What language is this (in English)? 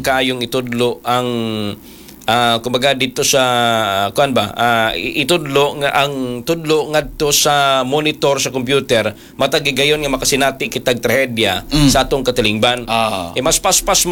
Cebuano